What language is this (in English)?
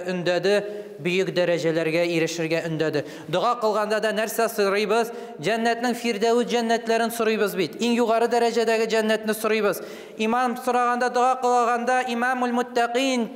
Tatar